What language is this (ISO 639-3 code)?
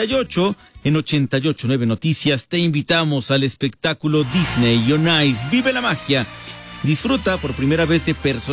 spa